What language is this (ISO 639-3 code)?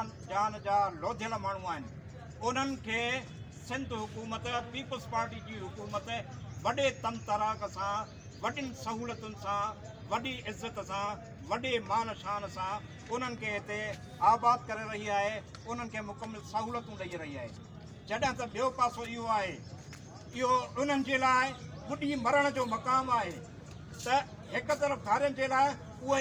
snd